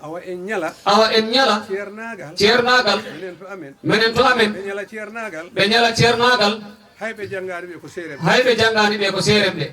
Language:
Fula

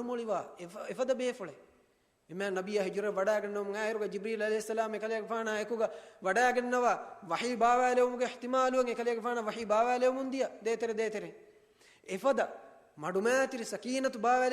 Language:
Divehi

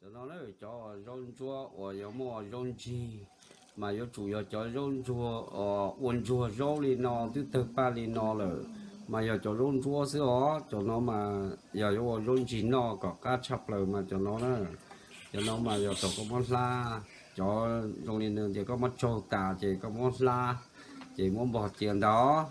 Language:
Hmong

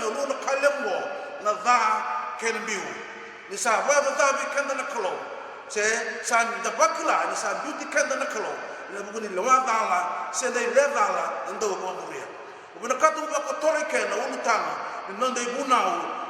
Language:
Fijian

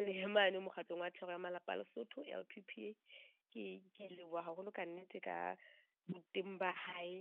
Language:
Southern Sotho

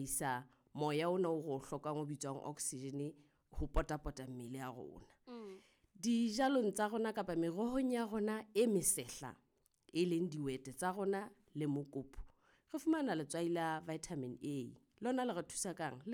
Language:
Southern Sotho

